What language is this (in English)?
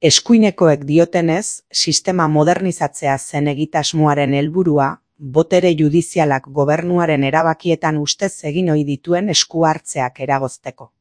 Basque